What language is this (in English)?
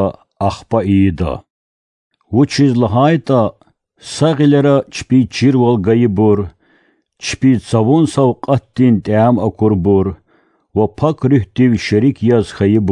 Lezghian